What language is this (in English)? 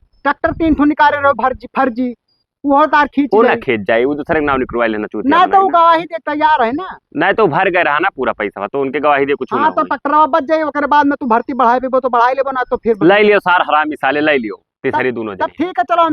Awadhi